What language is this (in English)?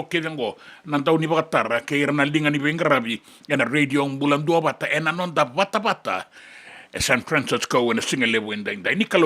Fijian